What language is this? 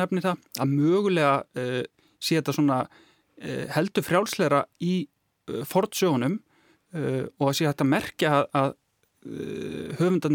Icelandic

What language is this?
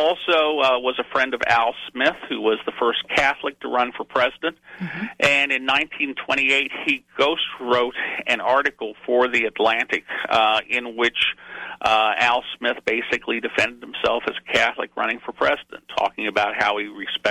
English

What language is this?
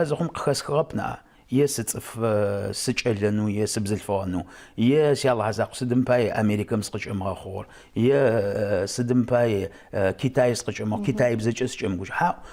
Adyghe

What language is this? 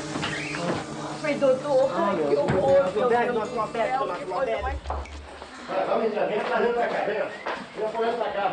Portuguese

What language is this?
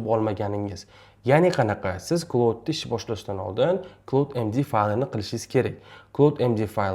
Uzbek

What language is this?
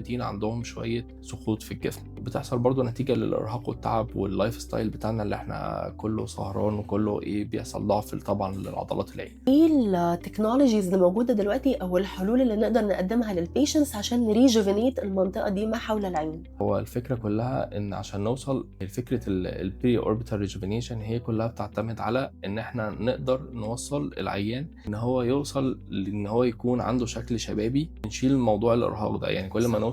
Egyptian Arabic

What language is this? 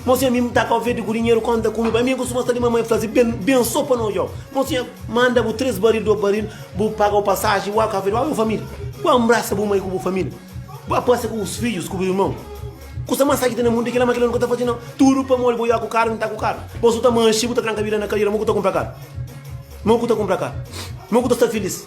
Kabuverdianu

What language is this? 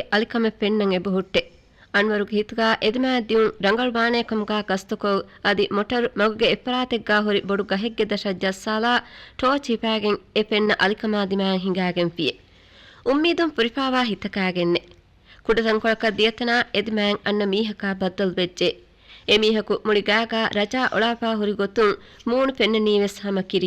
Divehi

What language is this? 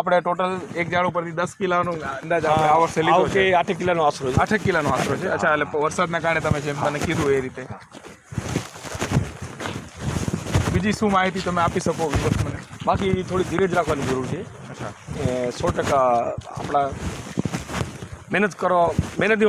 Gujarati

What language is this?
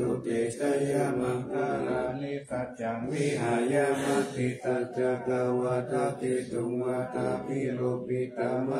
Pali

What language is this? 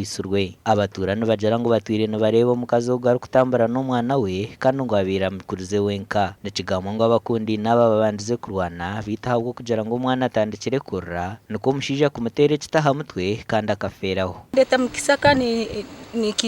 Nyankole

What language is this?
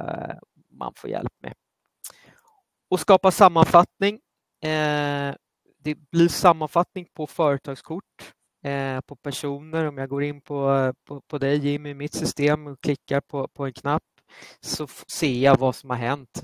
Swedish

